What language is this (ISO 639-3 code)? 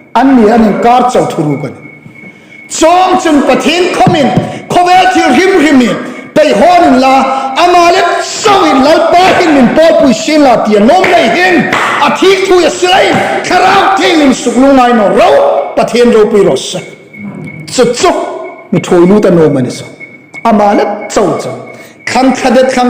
hmr